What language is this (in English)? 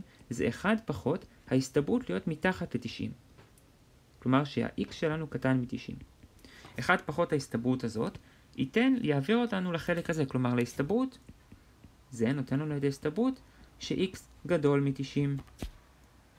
Hebrew